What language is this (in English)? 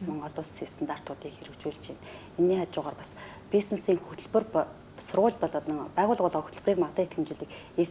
Mongolian